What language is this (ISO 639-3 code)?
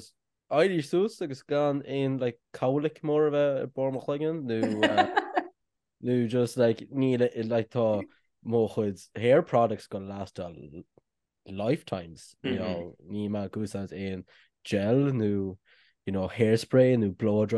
gle